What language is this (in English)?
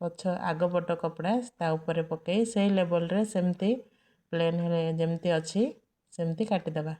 Odia